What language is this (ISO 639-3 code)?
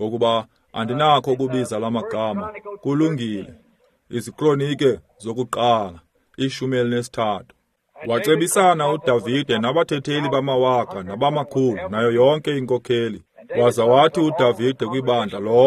xho